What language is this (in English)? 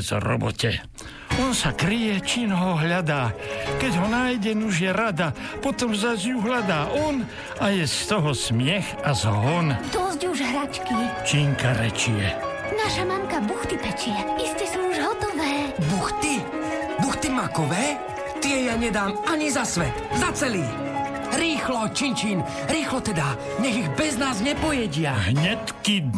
Slovak